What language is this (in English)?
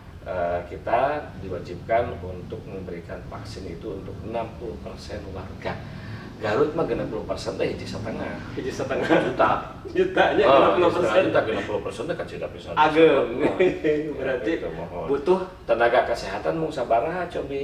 Sundanese